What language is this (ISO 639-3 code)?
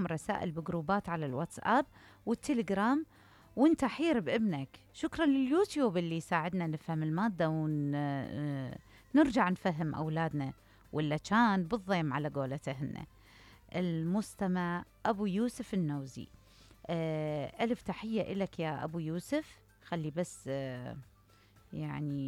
acm